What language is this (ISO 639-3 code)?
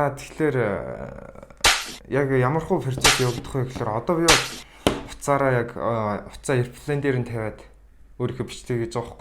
mon